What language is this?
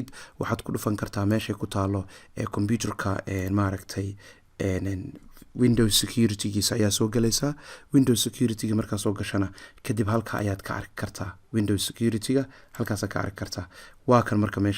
Somali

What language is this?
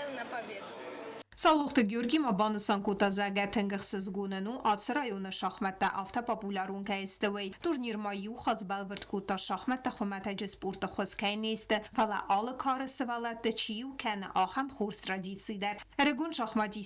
Ossetic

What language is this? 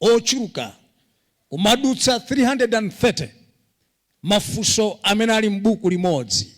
Nyanja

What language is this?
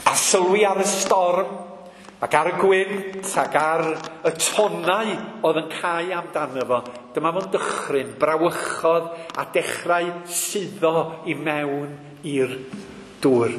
Welsh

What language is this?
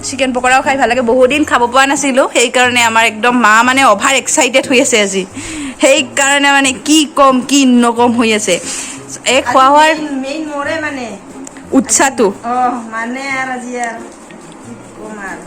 Assamese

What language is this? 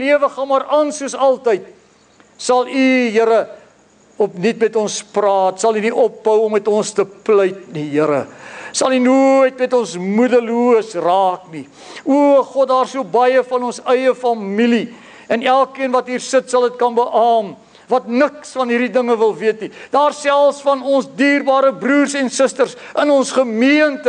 Afrikaans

